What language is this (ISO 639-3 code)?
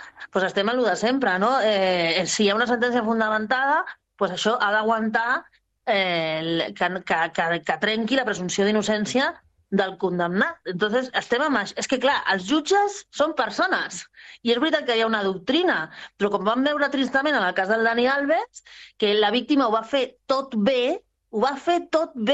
cat